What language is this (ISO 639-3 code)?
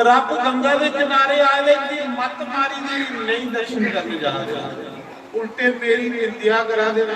doi